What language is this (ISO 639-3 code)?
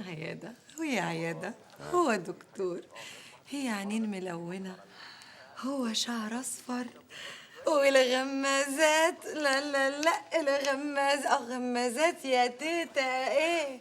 arz